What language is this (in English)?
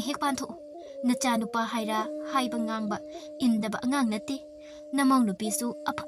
Manipuri